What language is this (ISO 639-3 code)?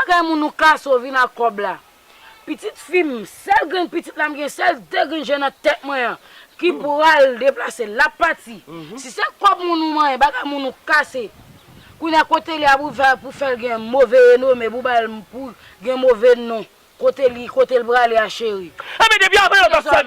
hat